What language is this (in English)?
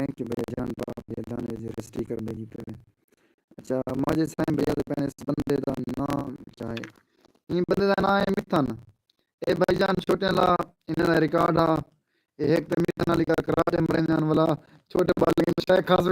Saraiki